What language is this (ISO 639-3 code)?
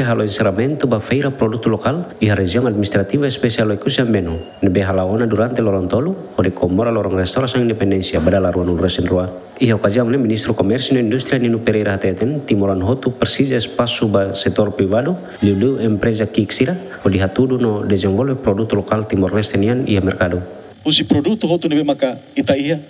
tet